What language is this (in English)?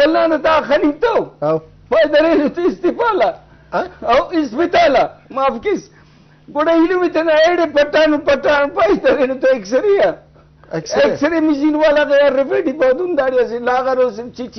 Brahui